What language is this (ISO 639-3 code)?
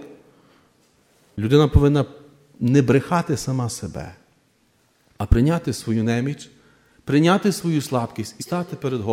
ukr